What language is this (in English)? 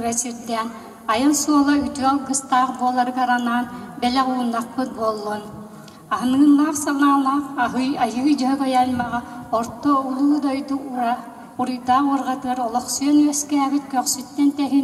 Yakut